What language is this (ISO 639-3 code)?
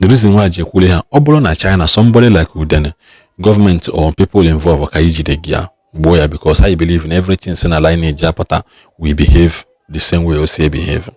ibo